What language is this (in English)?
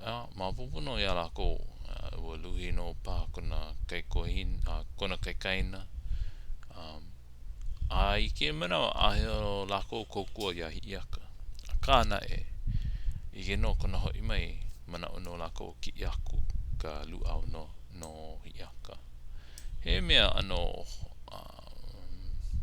Hawaiian